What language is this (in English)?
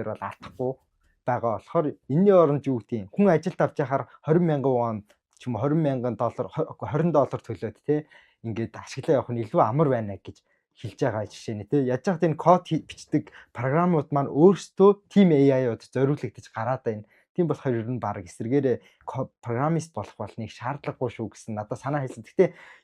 Mongolian